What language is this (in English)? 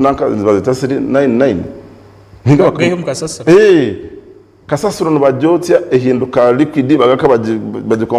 Nyankole